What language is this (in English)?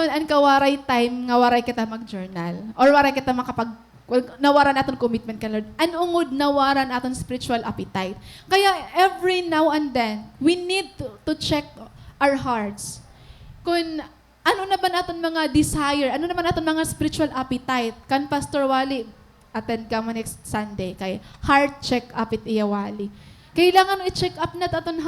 Waray